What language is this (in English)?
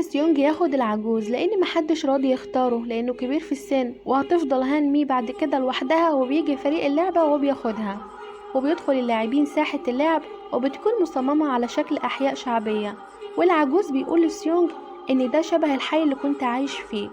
Egyptian Arabic